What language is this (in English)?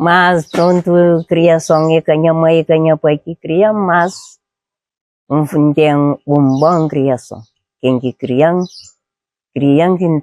Kabuverdianu